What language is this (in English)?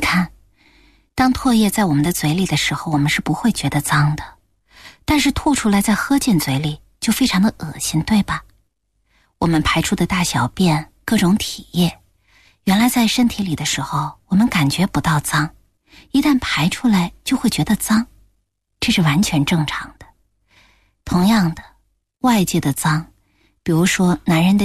Chinese